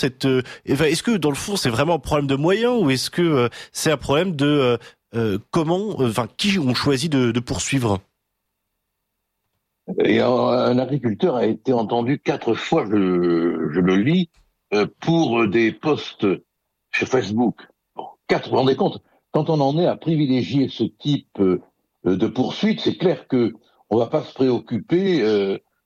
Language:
French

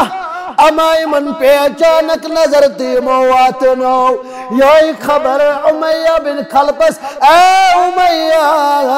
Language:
Kashmiri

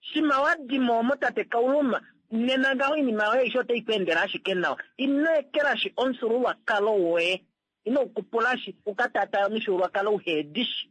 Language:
Kuanyama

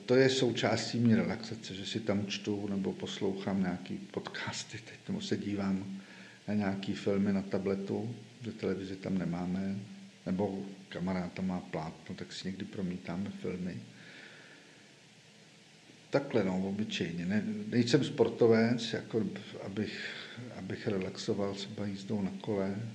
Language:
Czech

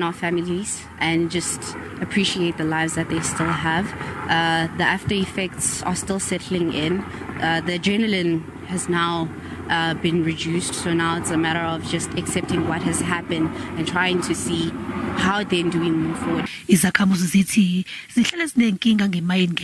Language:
Zulu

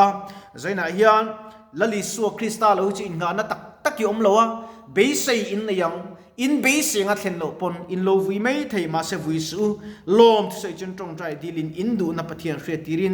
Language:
Mizo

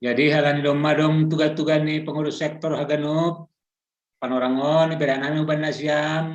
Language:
Batak Simalungun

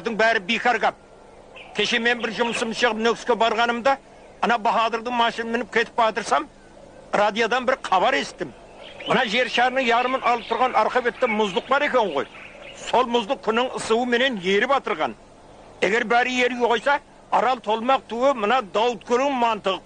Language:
Kara-Kalpak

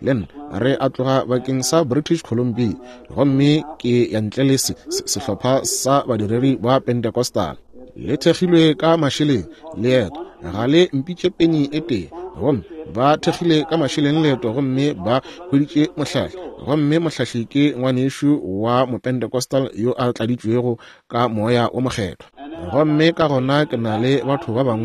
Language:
Northern Sotho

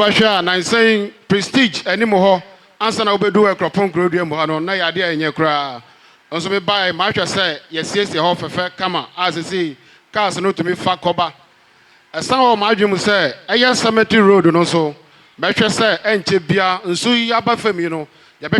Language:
Akan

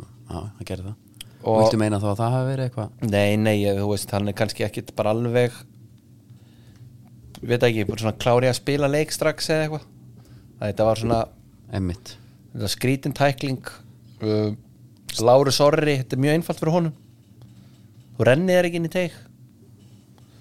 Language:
Icelandic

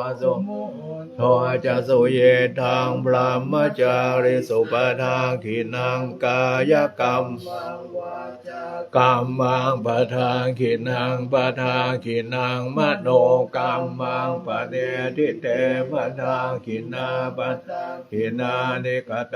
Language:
Pali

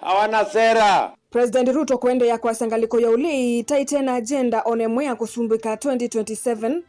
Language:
Kamba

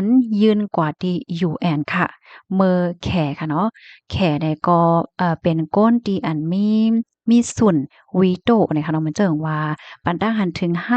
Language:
Shan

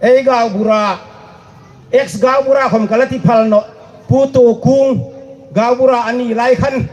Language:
Hmar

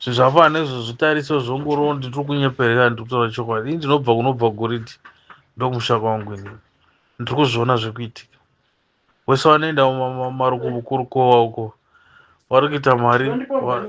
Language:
Shona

